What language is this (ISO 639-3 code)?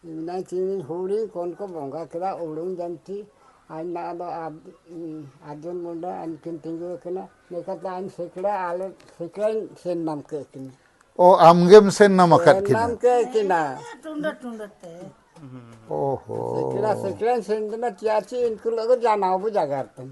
sat